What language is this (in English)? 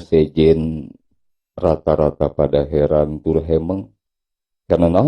Sundanese